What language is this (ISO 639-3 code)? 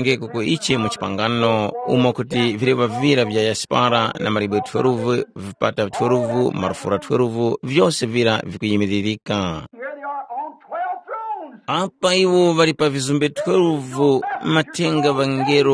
tum